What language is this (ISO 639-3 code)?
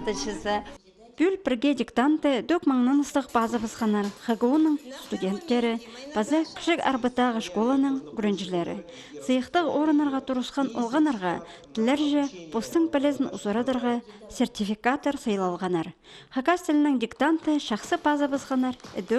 kjh